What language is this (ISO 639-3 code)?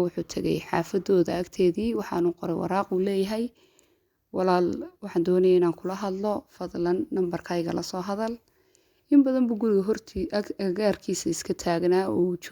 som